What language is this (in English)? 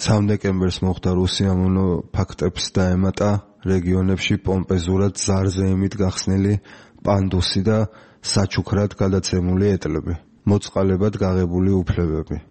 Georgian